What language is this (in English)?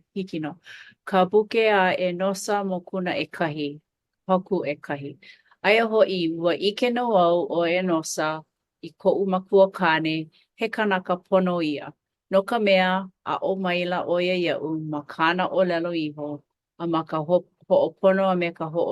Hawaiian